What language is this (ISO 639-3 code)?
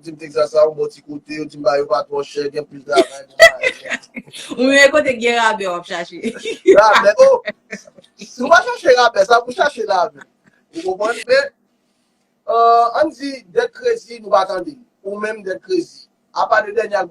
hat